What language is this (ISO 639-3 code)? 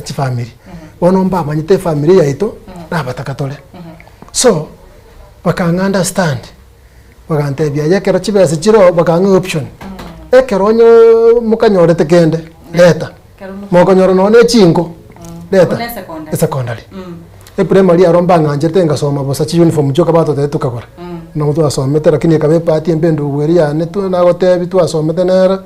guz